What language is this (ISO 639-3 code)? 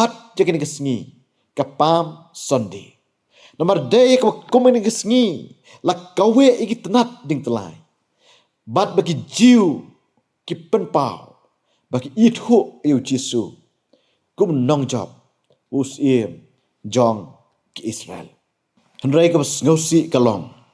kha